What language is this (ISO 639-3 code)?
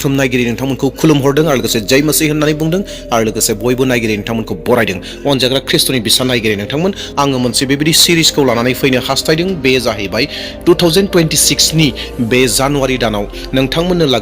brx